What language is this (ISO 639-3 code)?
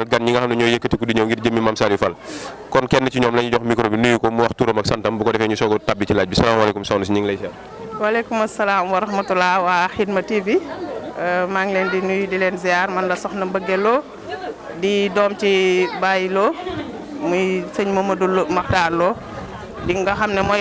wol